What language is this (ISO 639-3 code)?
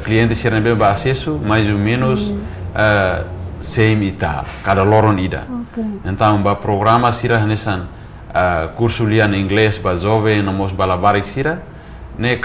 tet